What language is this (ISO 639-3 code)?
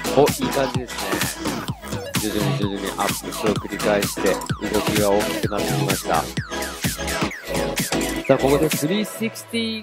jpn